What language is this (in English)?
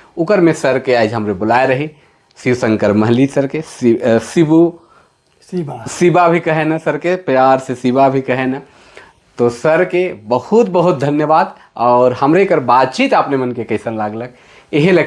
Sadri